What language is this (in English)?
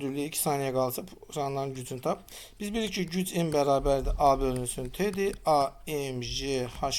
Azerbaijani